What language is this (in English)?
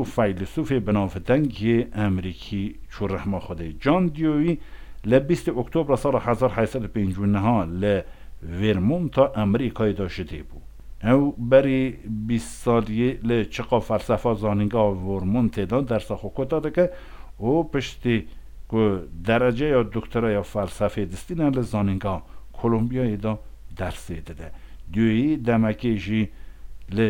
Kurdish